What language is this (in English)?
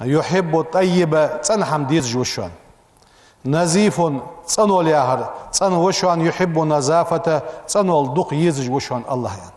Ingush